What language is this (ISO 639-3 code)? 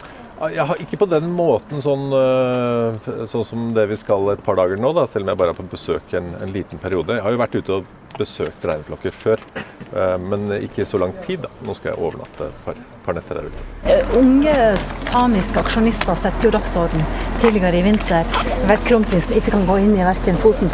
nor